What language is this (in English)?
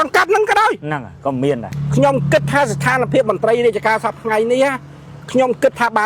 Khmer